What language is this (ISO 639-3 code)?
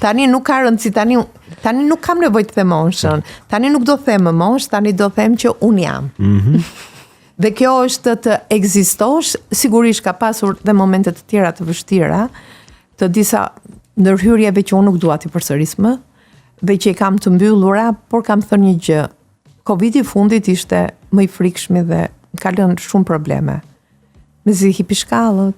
sqi